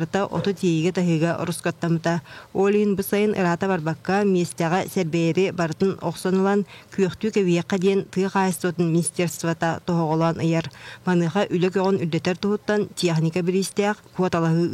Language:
Yakut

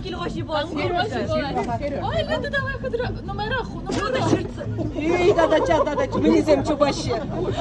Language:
Chuvash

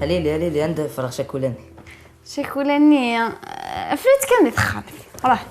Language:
Kabyle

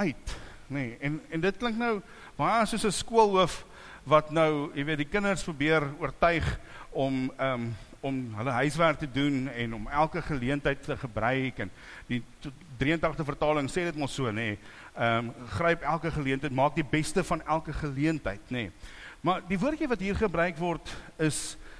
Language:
Afrikaans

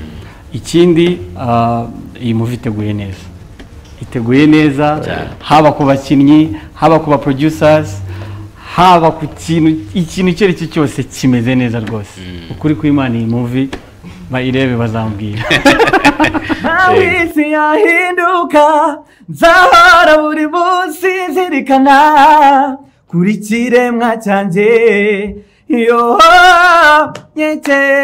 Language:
Kinyarwanda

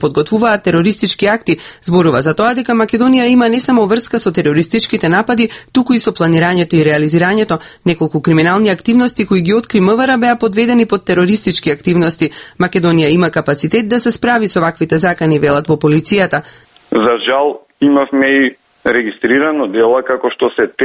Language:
Macedonian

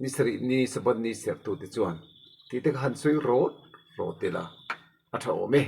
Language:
Mizo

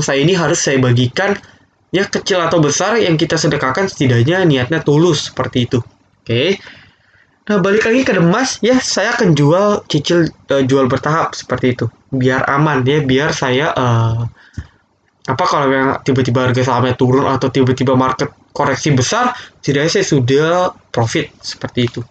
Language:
Indonesian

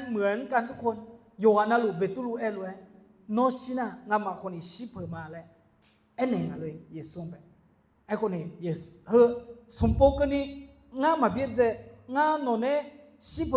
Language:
Akha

